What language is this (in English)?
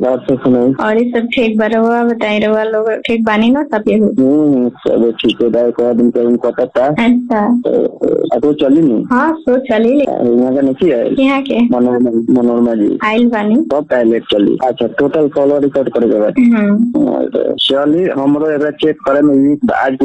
Bhojpuri